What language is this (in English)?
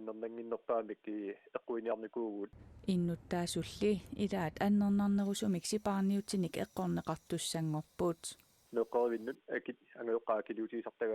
Kalaallisut